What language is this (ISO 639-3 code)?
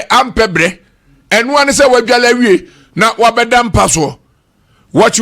aka